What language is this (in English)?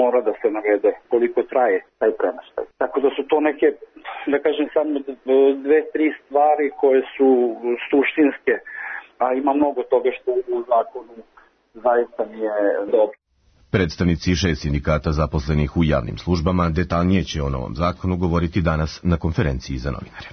Serbian